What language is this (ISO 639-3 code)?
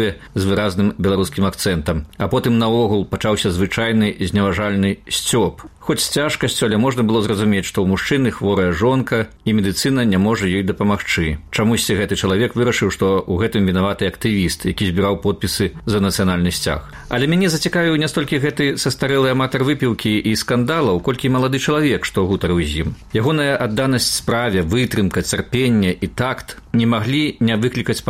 bel